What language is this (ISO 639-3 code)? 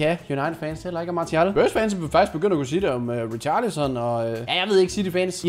dan